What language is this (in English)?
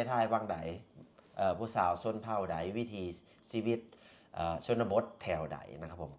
Lao